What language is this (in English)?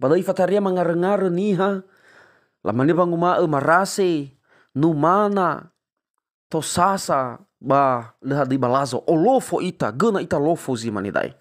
Nias